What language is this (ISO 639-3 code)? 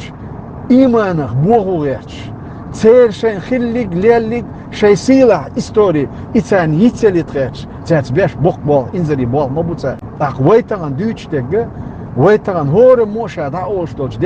che